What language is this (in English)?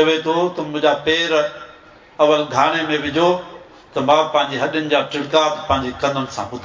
Sindhi